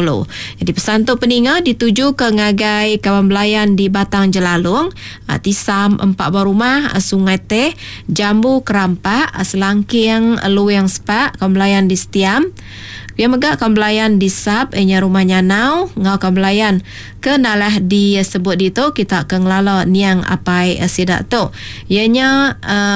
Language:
Iban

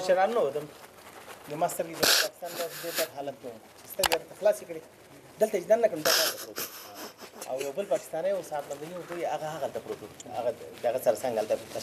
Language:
Pashto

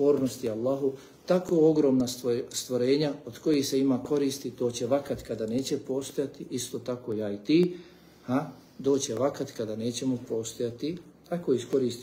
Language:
Bosnian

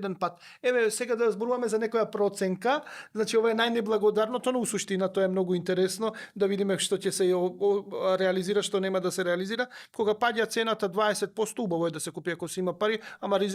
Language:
Macedonian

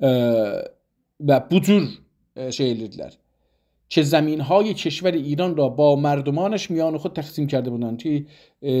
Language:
South Azerbaijani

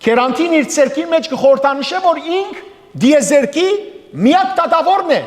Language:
Western Armenian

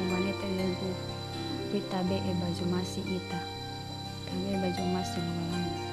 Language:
Nias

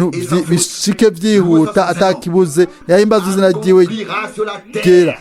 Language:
Rundi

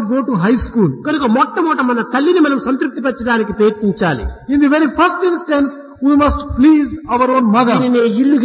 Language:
Telugu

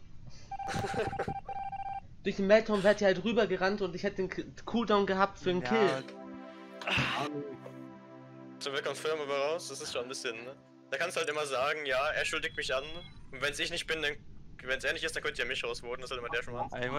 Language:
German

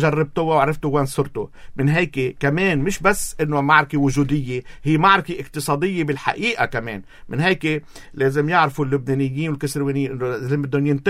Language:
North Levantine Arabic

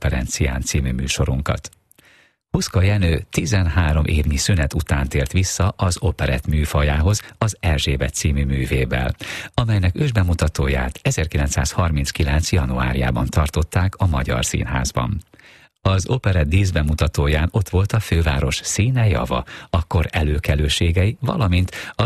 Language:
Hungarian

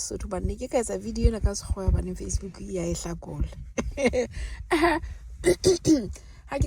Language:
Southern Sotho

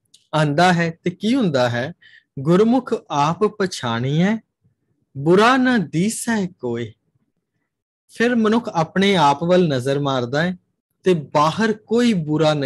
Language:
Punjabi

